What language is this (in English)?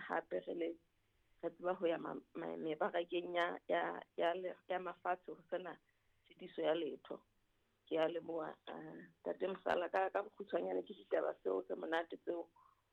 Southern Sotho